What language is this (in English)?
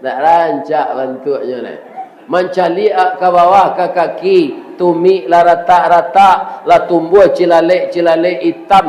Minangkabau